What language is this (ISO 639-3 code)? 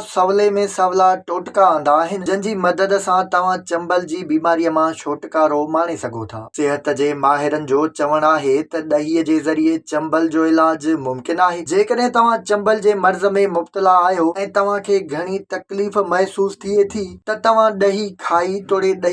snd